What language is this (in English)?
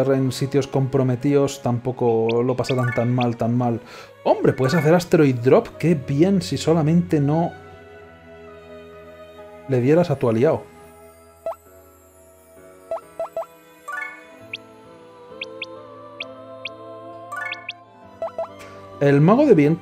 Spanish